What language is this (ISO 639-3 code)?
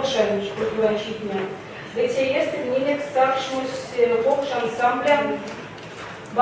myv